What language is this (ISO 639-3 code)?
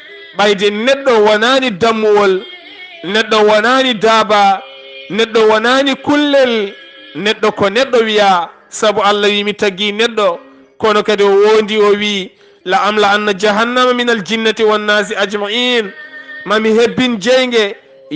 ful